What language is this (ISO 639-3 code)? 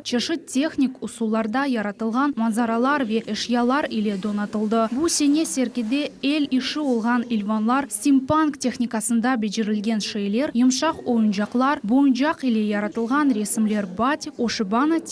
crh